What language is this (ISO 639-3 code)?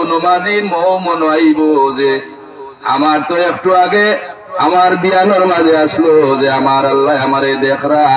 syl